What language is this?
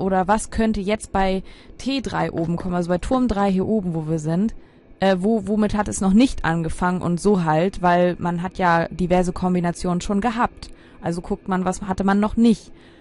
German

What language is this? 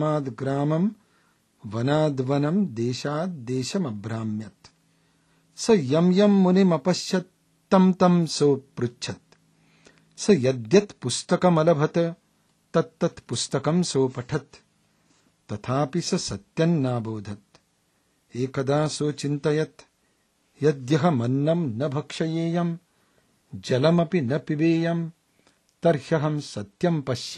Sanskrit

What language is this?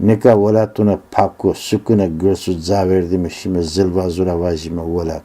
Zaza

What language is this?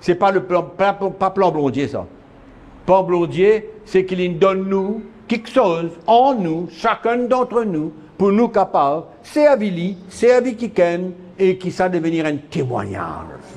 Morisyen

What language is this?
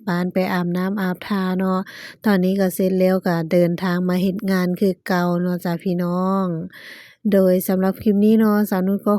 Lao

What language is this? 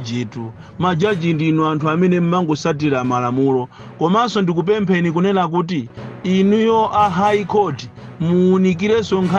Nyanja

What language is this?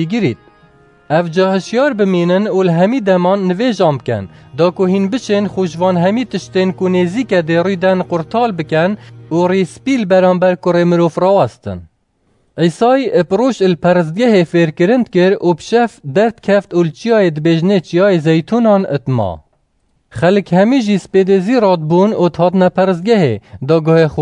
Kurdish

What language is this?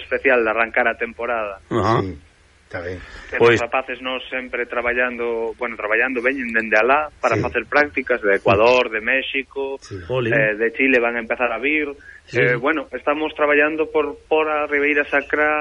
Galician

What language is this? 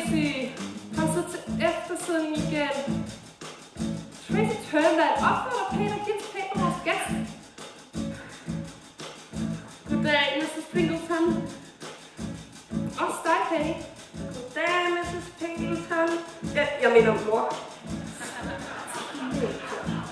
Danish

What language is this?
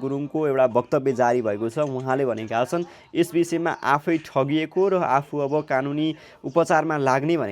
Nepali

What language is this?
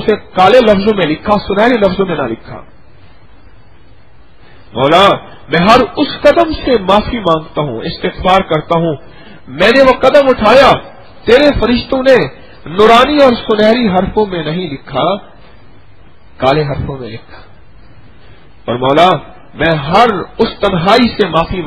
Urdu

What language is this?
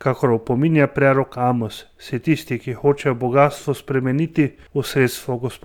Slovenian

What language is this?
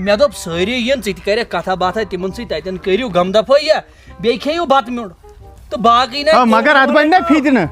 Kashmiri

